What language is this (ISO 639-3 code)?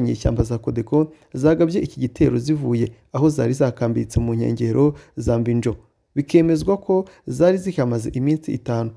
kin